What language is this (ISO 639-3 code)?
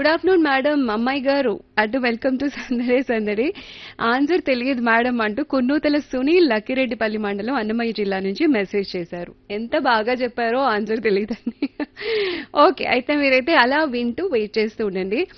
tel